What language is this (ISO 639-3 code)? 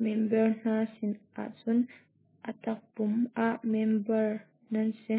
cnh